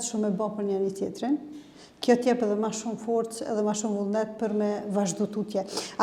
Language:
Albanian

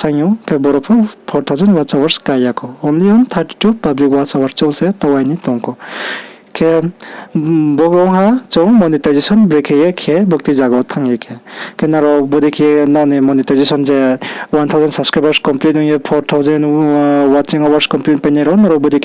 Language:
Riang (India)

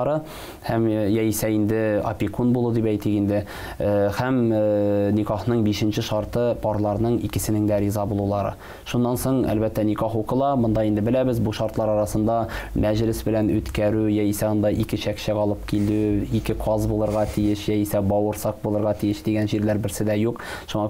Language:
Tatar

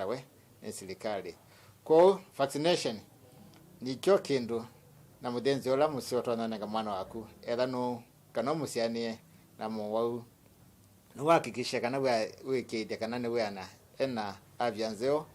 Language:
Kamba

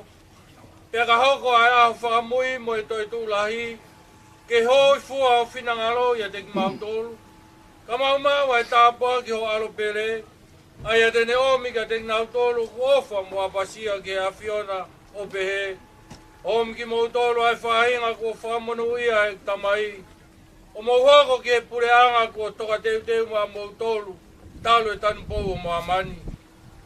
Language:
Tongan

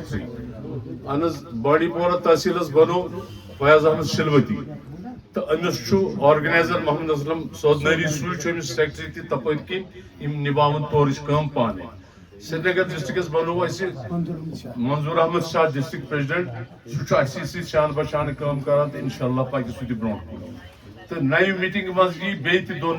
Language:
Kashmiri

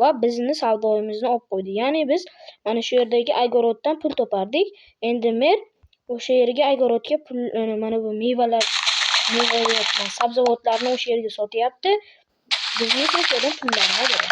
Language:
Uzbek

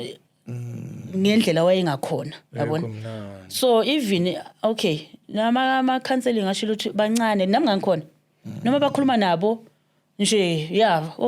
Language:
Zulu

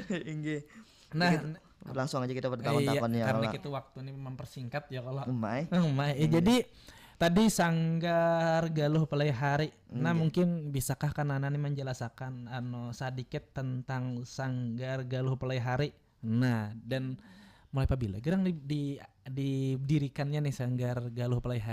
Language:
Banjar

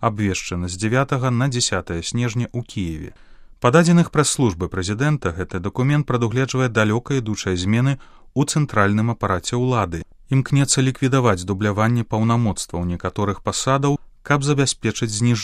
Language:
Belarusian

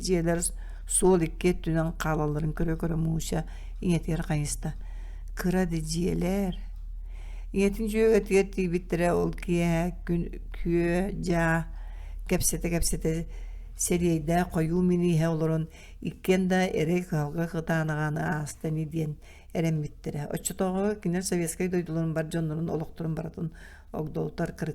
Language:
Yakut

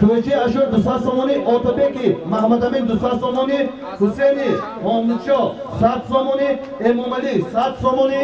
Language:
Tajik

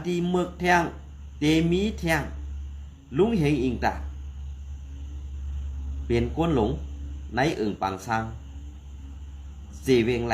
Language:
Shan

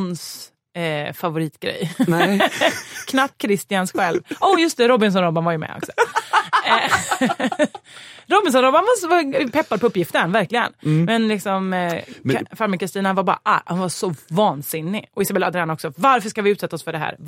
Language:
Swedish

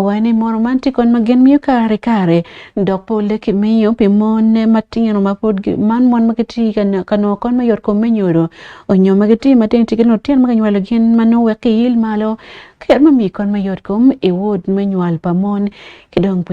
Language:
Acoli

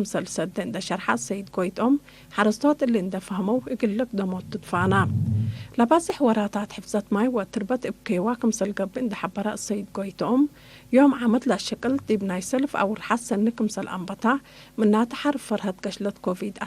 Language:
Tigre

